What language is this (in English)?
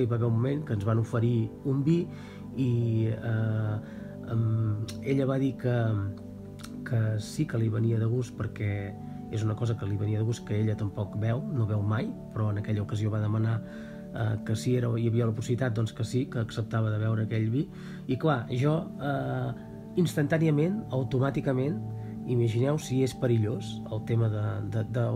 Catalan